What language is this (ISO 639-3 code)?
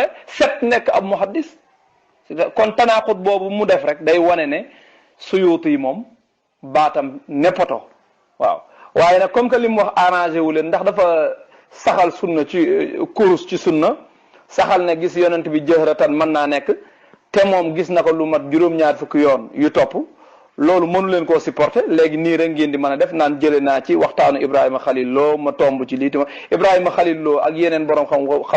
wol